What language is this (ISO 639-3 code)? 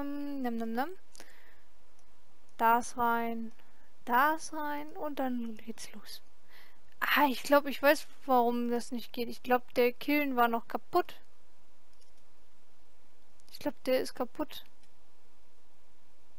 deu